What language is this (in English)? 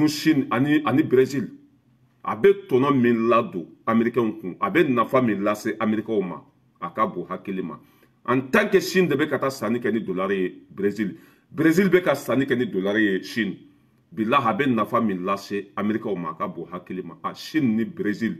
Bambara